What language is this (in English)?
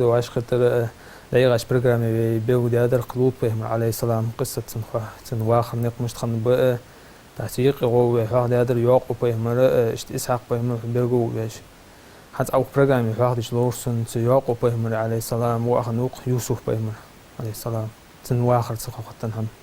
Ingush